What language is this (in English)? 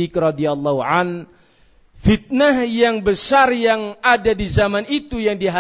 Indonesian